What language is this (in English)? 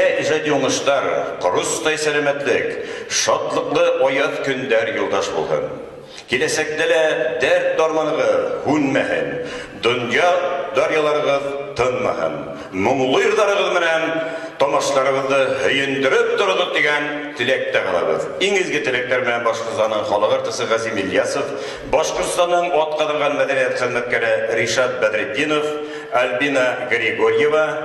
Bashkir